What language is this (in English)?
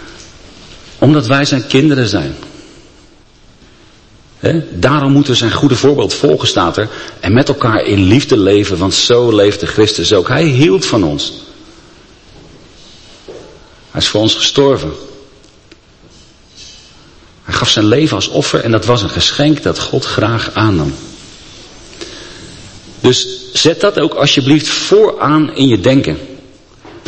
Dutch